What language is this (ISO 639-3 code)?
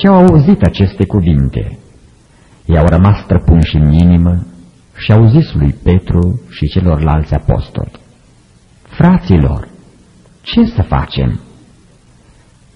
ron